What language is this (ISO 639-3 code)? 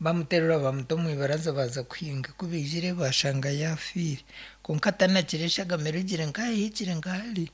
nyn